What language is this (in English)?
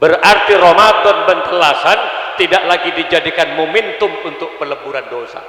Madurese